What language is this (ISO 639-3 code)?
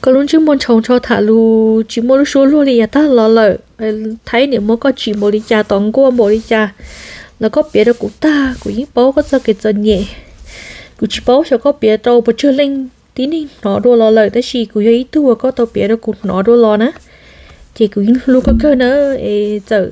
hmn